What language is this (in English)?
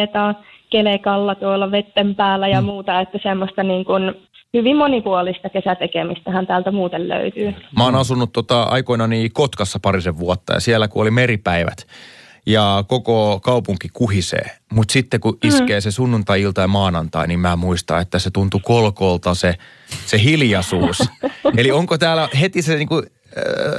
Finnish